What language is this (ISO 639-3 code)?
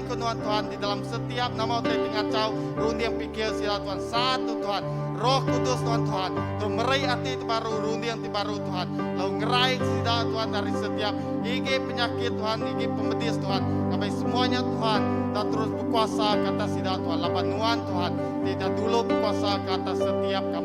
iba